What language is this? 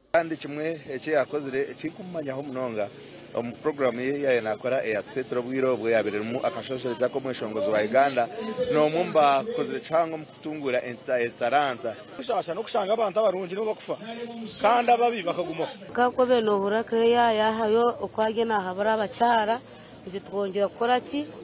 Nyankole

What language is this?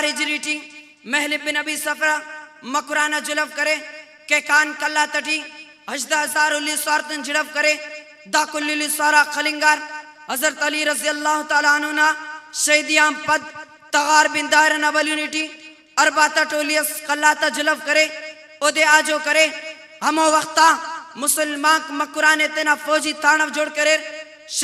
Brahui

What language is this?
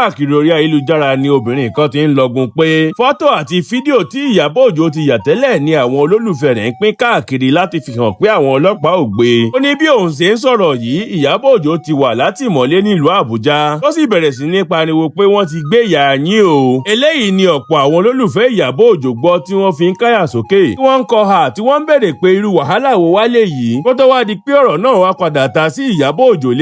Yoruba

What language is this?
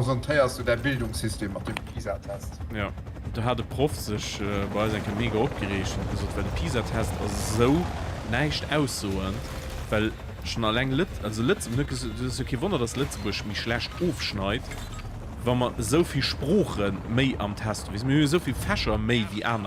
Luxembourgish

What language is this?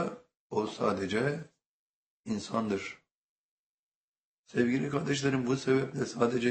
Turkish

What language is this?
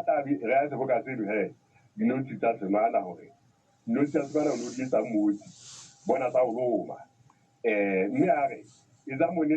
Southern Sotho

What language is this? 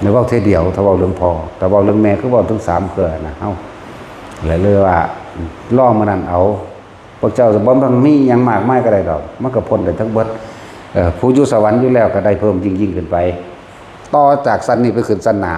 Northeastern Thai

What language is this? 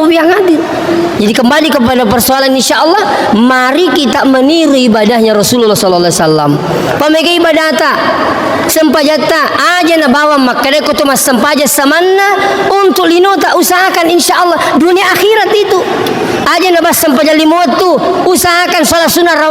Buginese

